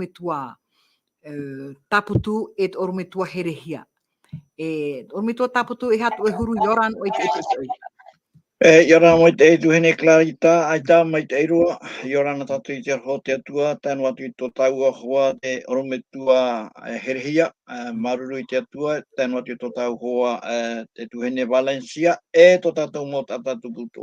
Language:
Tahitian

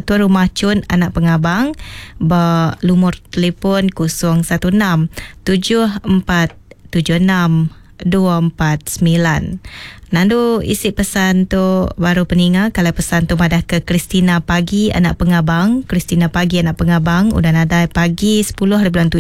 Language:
Iban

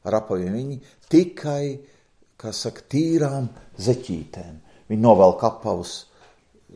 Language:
Latvian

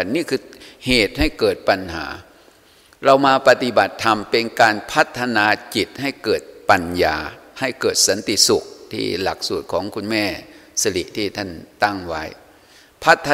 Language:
Thai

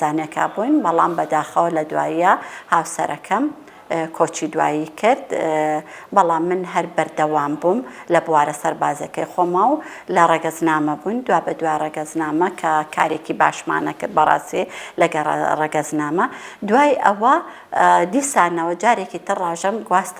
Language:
Central Kurdish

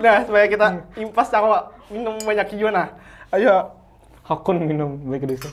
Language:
Banjar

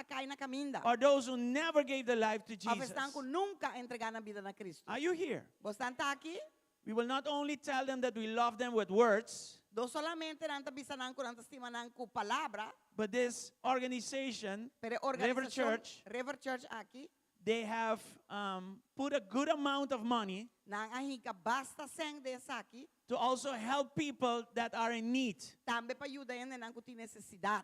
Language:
Papiamento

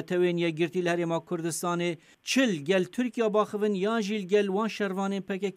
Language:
Kurdish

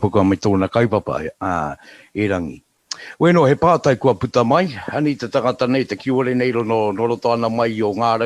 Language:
Māori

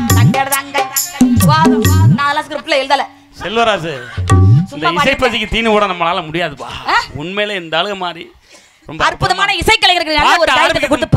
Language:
Tamil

